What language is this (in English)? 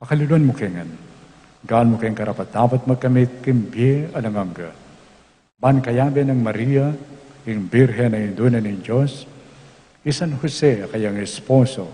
Pampanga